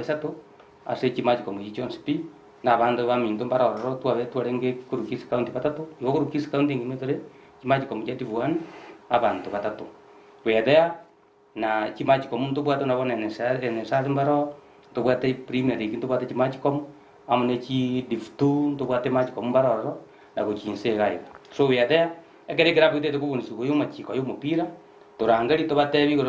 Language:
Gusii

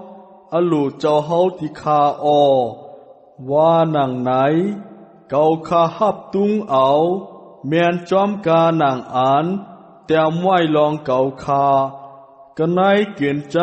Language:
Shan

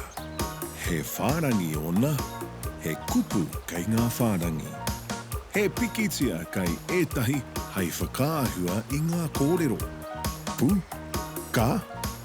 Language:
Māori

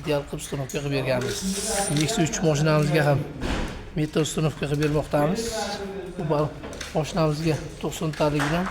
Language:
Uzbek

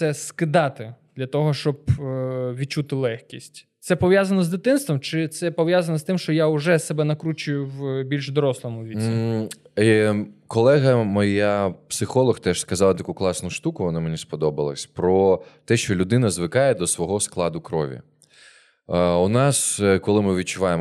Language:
Ukrainian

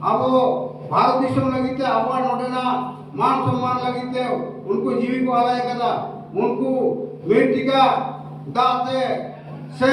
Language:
Santali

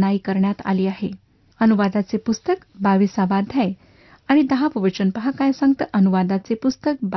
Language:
Marathi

